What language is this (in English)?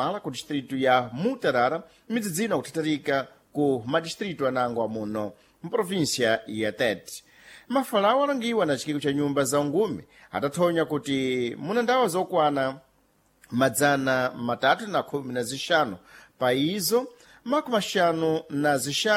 Sena